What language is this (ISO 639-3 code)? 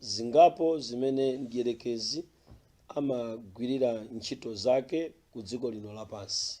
nya